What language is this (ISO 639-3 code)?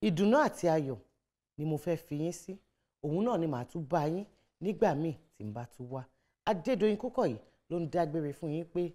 yor